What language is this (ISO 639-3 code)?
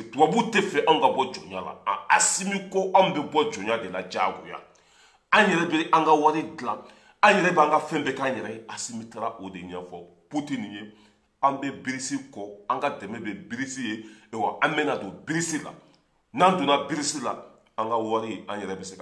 bam